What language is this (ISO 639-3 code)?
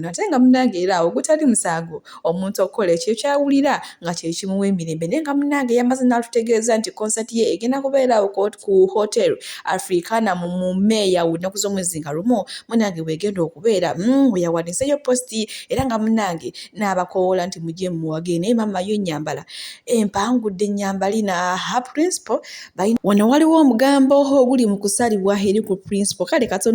lug